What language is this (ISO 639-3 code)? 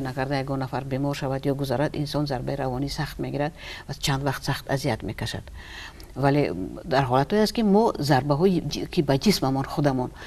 tgk